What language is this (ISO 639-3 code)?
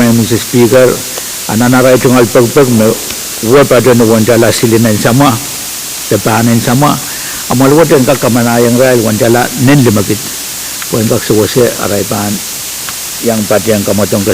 pon